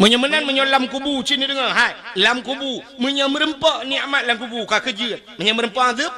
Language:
Achinese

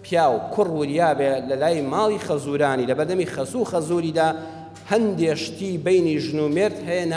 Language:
Central Kurdish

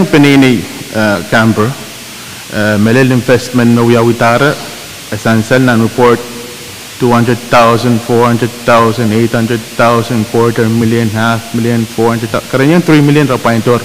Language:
Pohnpeian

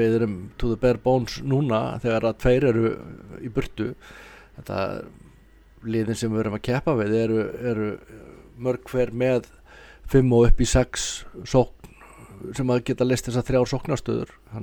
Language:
Icelandic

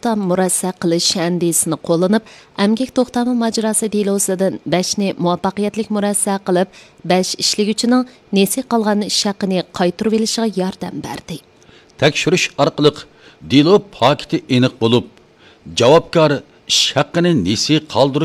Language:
Uyghur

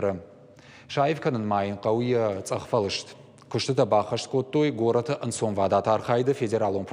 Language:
Ossetic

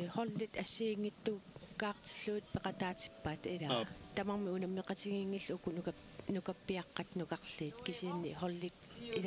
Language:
Kalaallisut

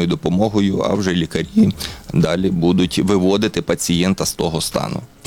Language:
Ukrainian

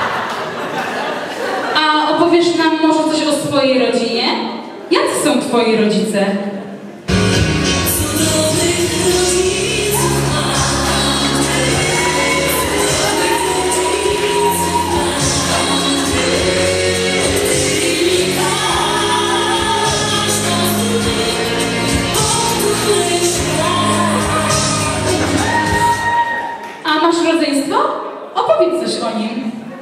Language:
Polish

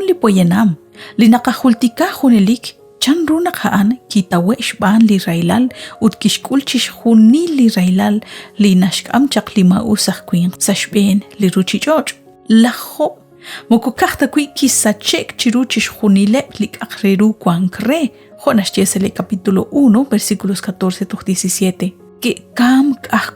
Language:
Kekchí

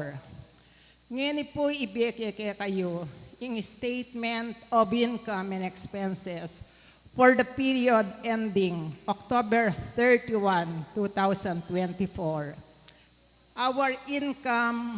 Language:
Pampanga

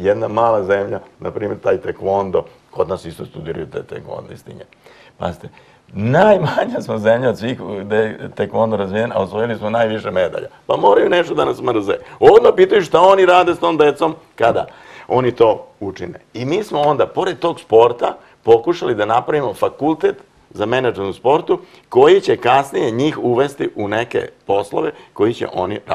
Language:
Serbian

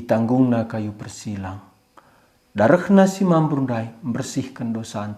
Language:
Batak Karo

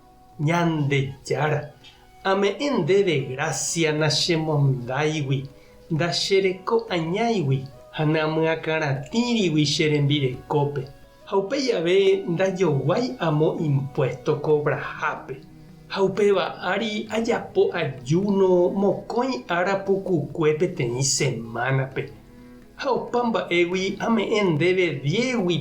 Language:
Guarani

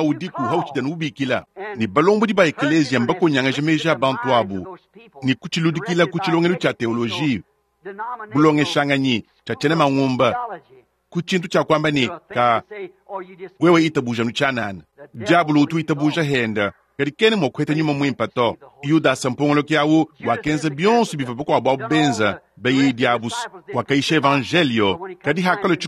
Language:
Luba-Lulua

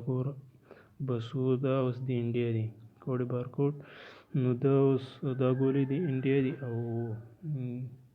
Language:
Pashto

